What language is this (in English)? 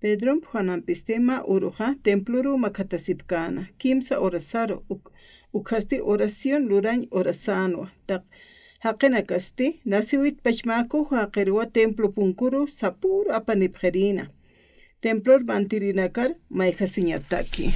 Aymara